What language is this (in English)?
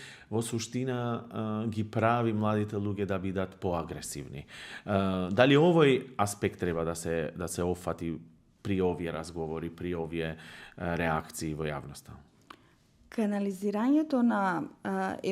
Macedonian